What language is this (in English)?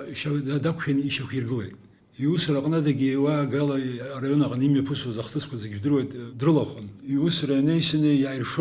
Abkhazian